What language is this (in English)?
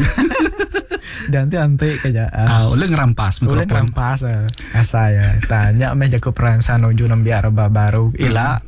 Iban